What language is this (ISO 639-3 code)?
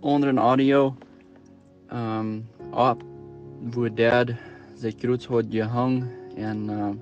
pdt